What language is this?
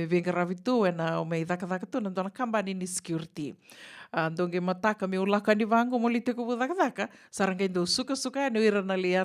Fijian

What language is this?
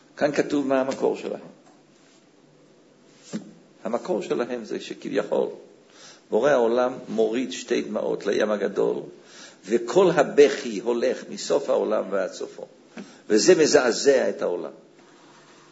Hebrew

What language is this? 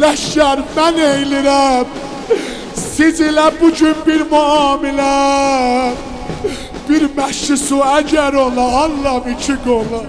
South Azerbaijani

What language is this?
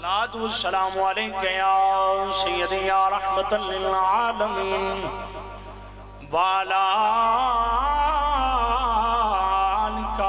Urdu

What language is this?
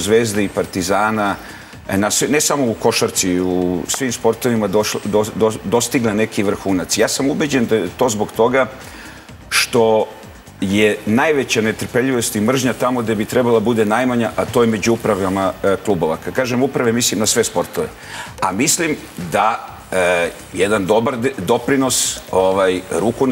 Serbian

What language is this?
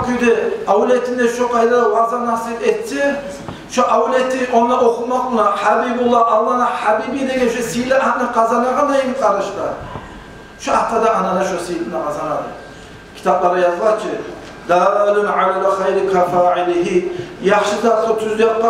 Kumyk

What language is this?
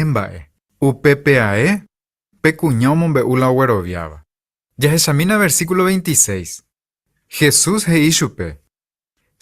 Guarani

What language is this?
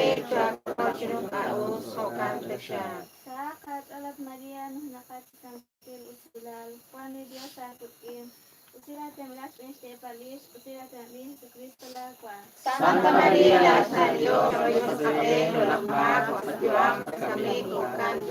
Kekchí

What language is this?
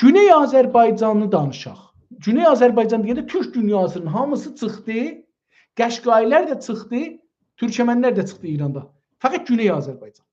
South Azerbaijani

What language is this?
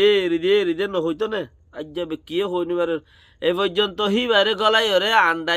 Rohingya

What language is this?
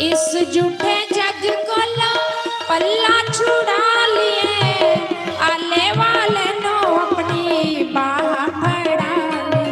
Dogri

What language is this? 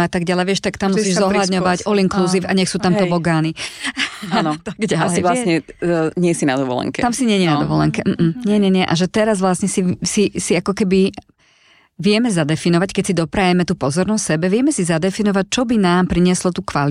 Slovak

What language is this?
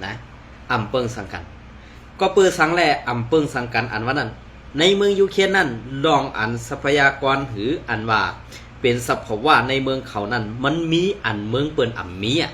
Shan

